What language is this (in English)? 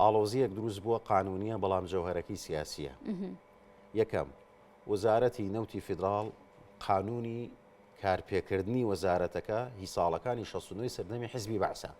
Central Kurdish